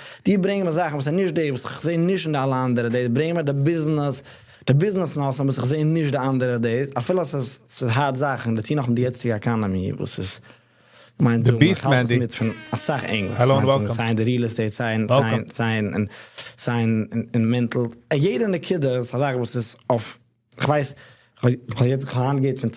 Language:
Yiddish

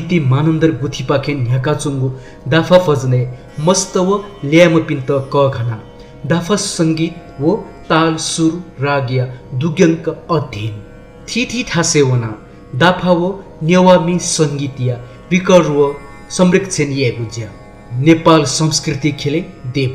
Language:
Newari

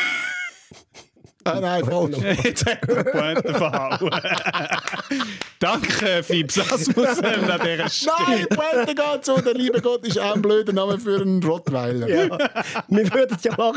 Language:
Swiss German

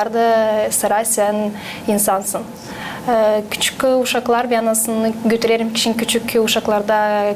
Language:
Gagauz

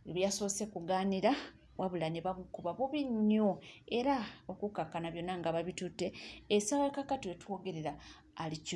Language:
Ganda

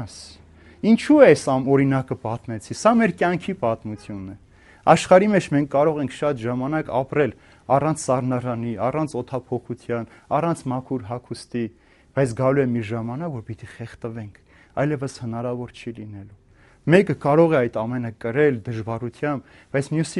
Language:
Armenian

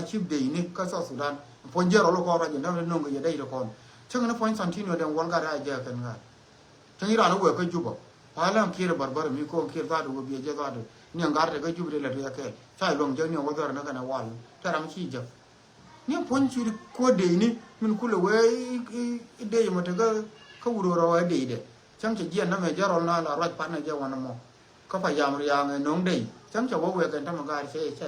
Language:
Nuer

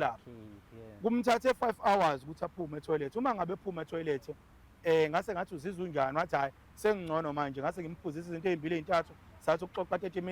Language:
Zulu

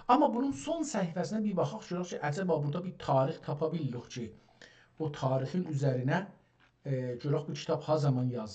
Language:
South Azerbaijani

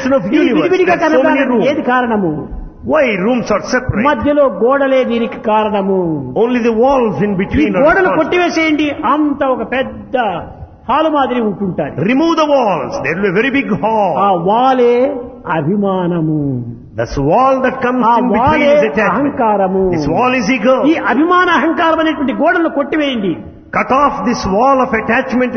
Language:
Telugu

